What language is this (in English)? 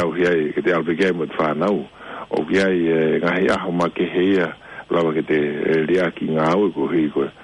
Tongan